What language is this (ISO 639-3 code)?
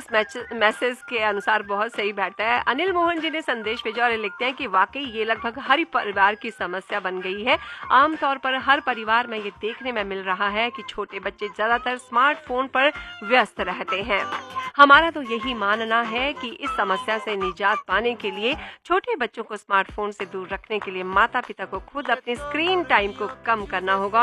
hin